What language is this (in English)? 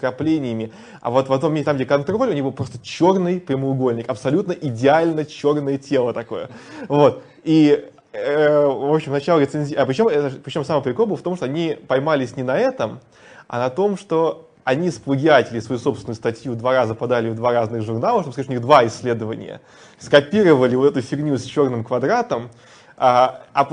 Russian